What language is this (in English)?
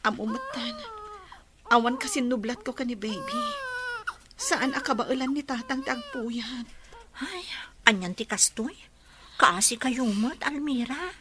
Iloko